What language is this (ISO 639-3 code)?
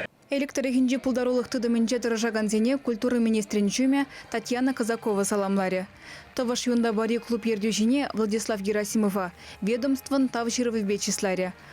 chv